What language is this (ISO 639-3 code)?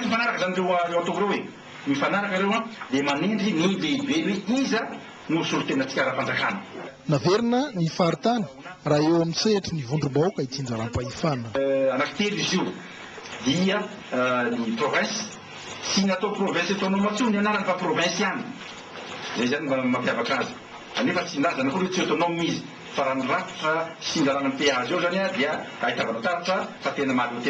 mlg